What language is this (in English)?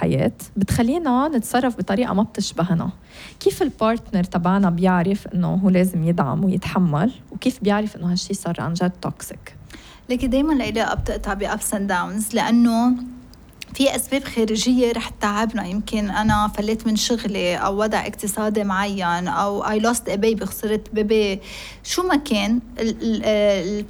North Levantine Arabic